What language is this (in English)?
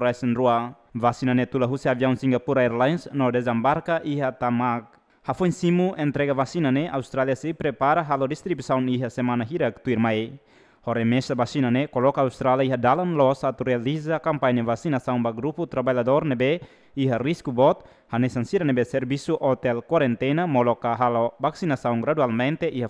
Tetum